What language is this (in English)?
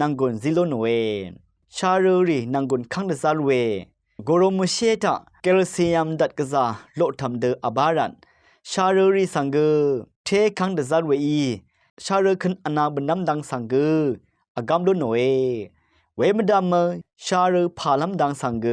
Rawang